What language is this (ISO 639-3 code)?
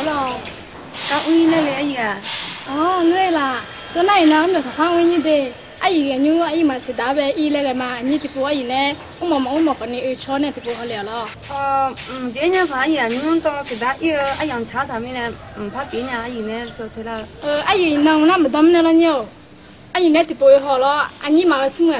ahk